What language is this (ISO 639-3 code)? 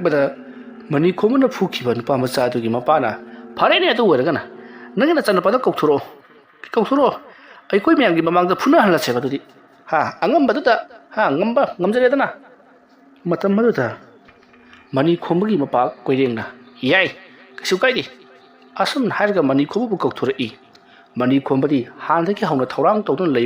mni